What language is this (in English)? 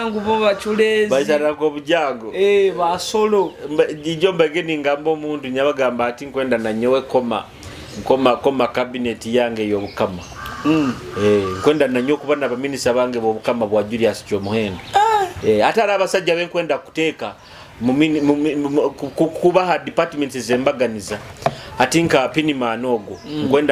Nyoro